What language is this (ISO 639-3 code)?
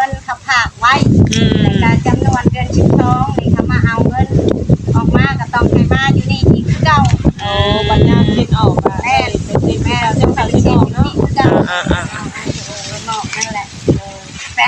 lao